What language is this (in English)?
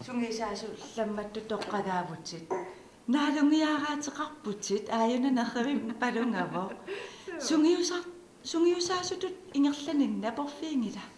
Kalaallisut